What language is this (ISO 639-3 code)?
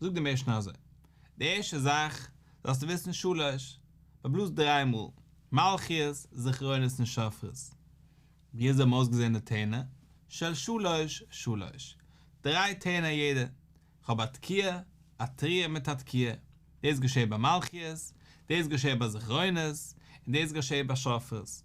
yid